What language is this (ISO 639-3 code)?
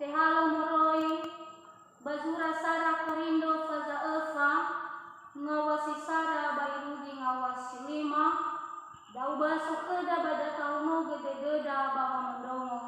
nia